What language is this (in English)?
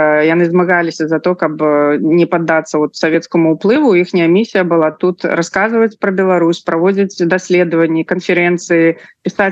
Belarusian